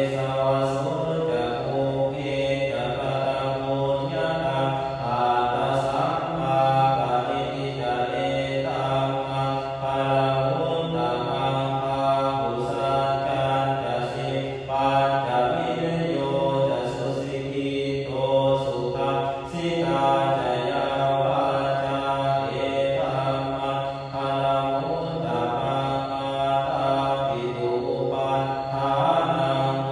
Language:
Pali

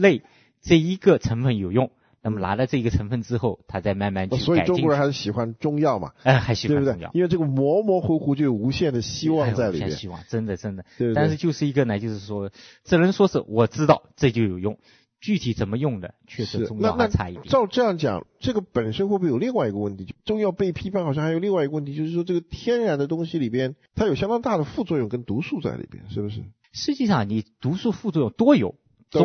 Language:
Chinese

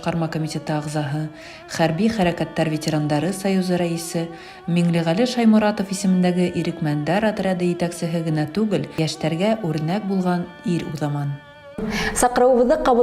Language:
Bashkir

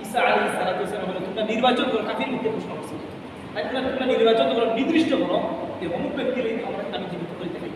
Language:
Sylheti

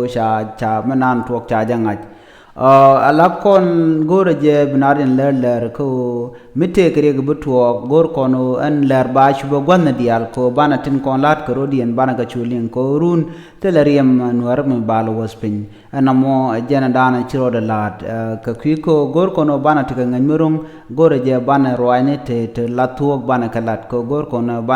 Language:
Nuer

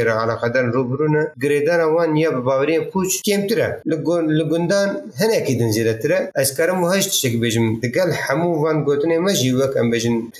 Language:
Kurdish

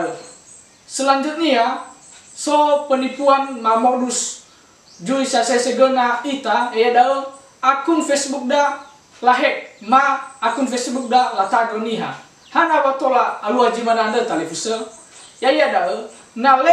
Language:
Nias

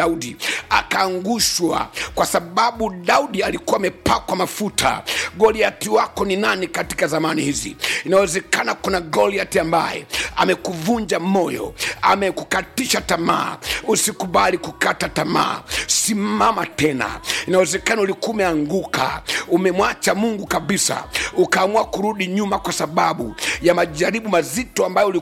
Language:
Swahili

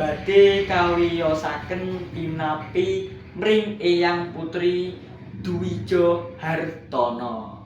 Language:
Javanese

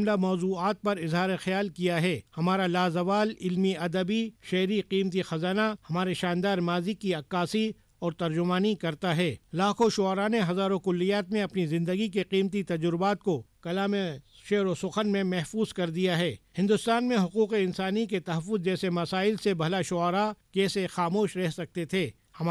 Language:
Urdu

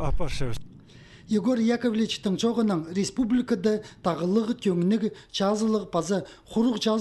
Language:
Khakas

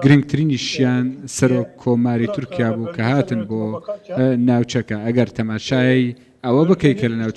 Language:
Central Kurdish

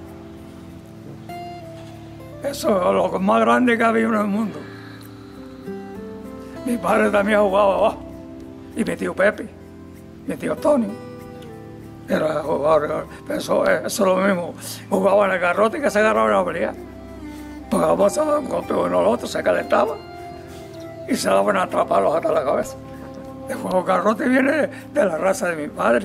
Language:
Spanish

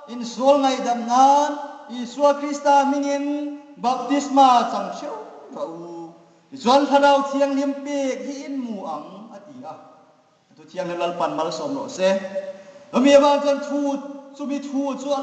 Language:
Hmar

